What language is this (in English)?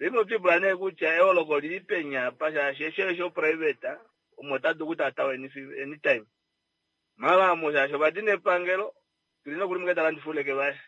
Kuanyama